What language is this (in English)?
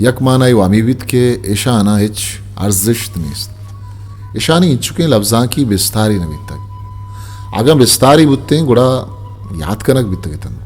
Eastern Balochi